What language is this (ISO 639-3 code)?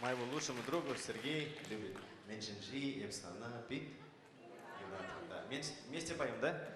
chv